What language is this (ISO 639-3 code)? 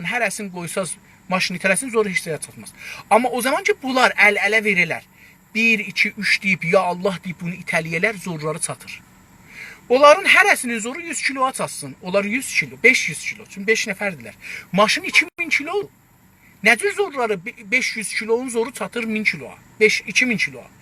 azb